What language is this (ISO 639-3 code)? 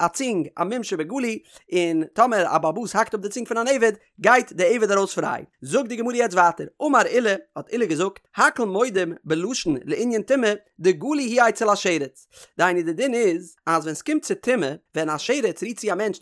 yid